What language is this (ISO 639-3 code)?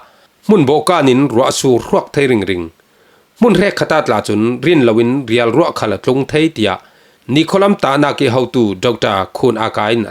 cfm